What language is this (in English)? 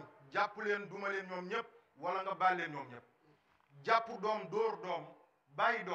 Wolof